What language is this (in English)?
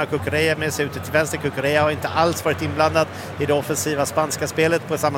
Swedish